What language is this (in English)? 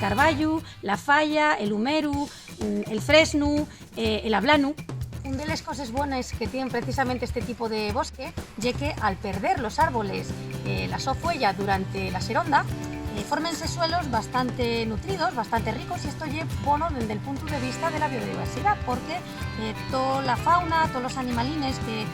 Asturian